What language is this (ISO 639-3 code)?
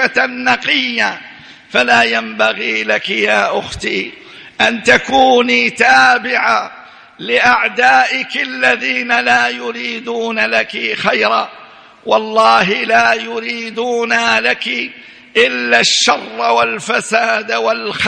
ara